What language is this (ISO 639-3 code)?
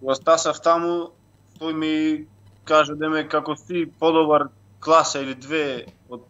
mkd